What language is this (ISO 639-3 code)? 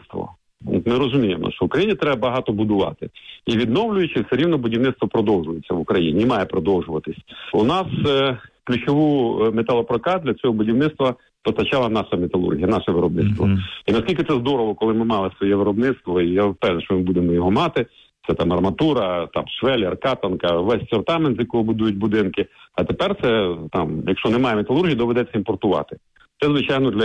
ukr